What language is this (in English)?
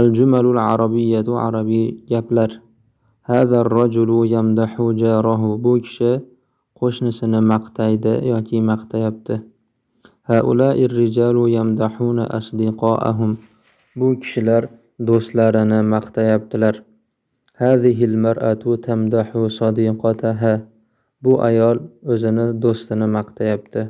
Uzbek